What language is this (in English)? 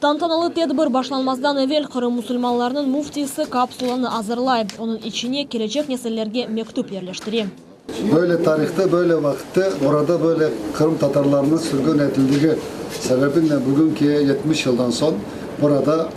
Crimean Tatar